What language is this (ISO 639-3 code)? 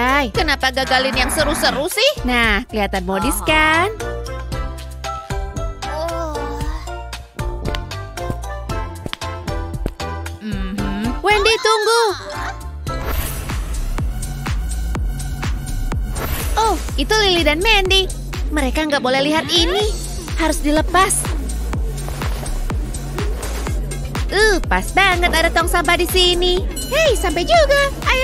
ind